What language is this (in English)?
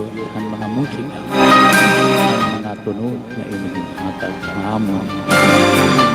Waray